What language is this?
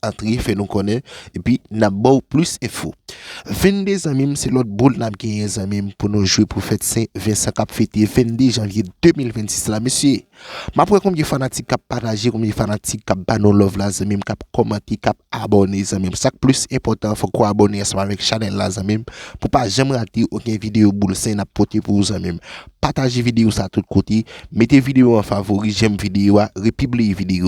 Haitian Creole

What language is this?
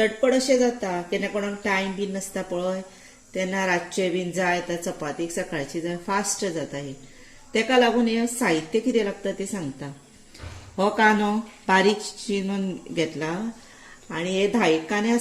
Konkani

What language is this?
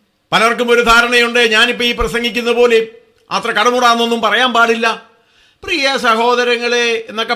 Malayalam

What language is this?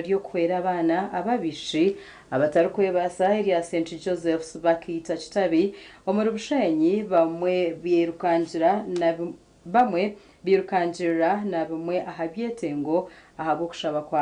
Nyankole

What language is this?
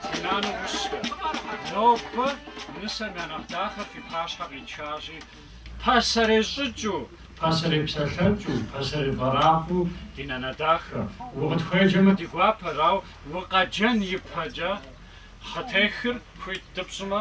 Kabardian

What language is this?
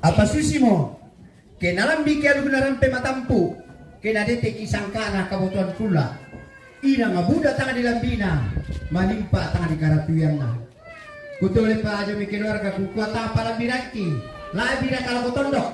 Toraja-Sa'dan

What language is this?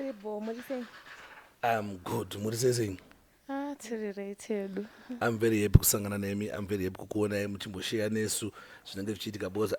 Shona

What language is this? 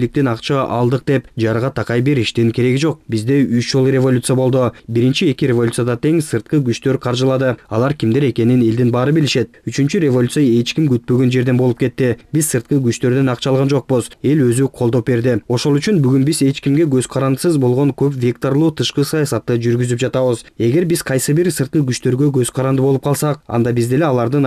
Kyrgyz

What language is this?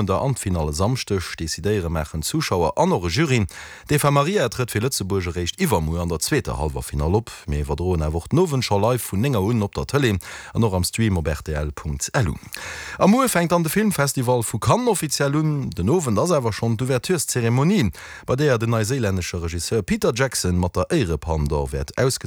Luxembourgish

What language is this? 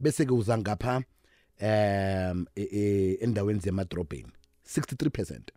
South Ndebele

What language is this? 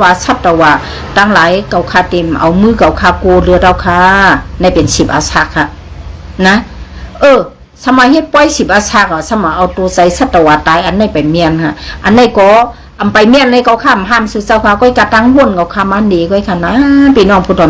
Shan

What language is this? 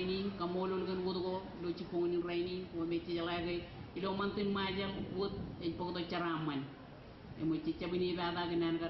Marshallese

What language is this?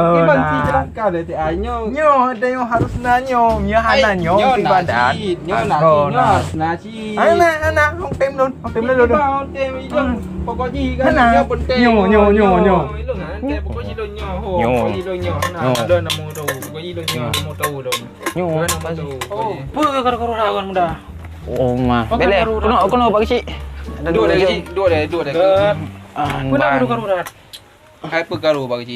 Achinese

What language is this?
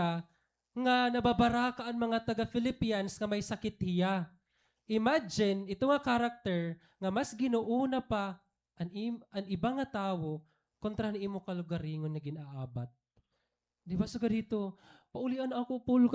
Waray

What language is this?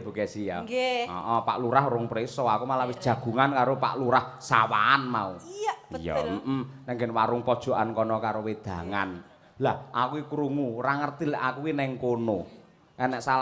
Javanese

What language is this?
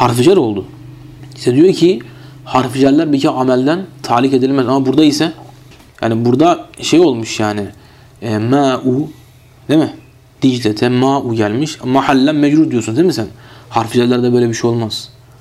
Turkish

